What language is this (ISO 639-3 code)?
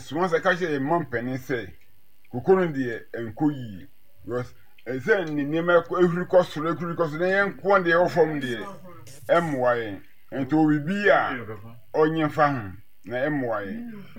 aka